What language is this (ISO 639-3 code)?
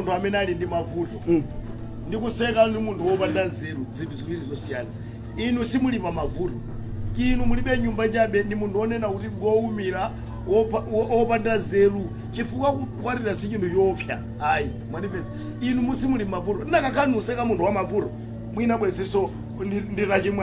nya